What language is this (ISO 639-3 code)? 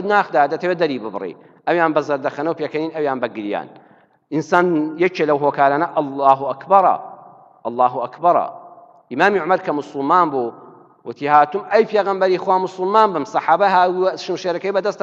ckb